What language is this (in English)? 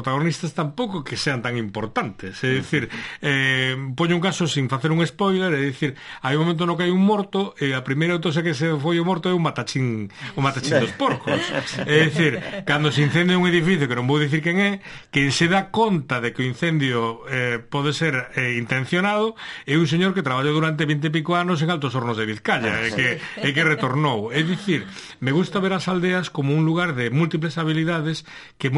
Galician